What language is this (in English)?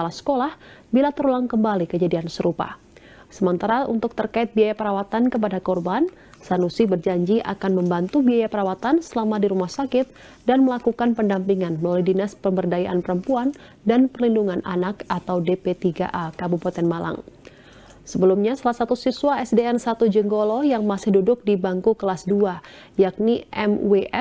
Indonesian